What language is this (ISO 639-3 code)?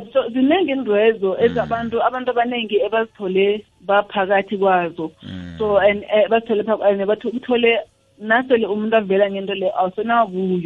nbl